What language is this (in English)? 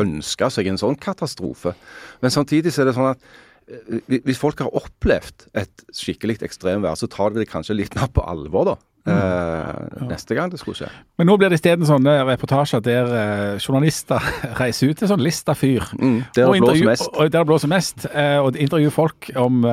Norwegian